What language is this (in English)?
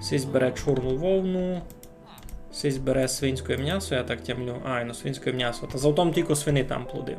Rusyn